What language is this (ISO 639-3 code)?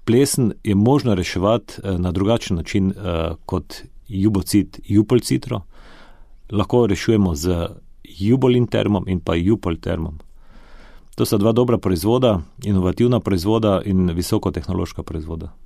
slv